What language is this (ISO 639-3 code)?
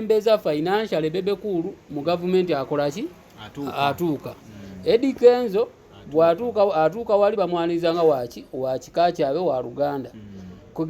lug